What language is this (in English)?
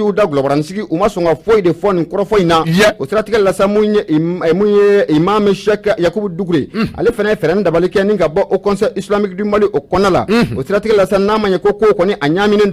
Bambara